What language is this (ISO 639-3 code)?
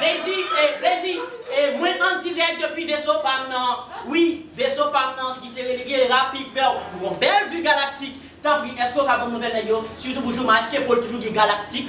hat